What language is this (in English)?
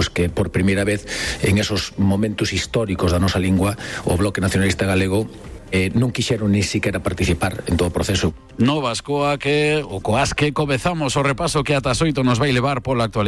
Galician